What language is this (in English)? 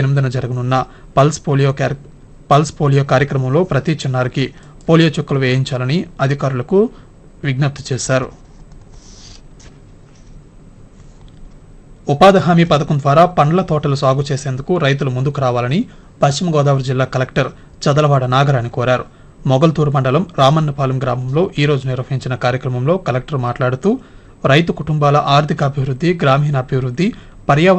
Telugu